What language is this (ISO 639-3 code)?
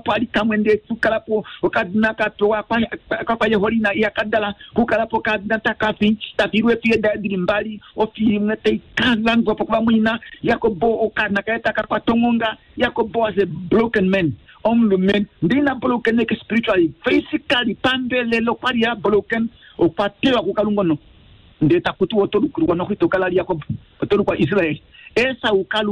kua